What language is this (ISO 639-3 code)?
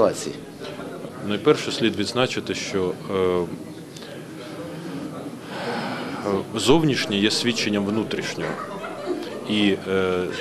ukr